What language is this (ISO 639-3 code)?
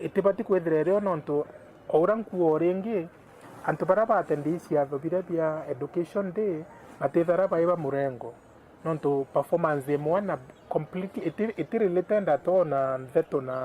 mer